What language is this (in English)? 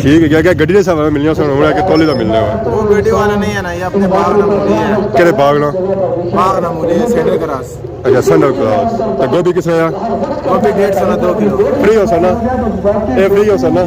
Pahari-Potwari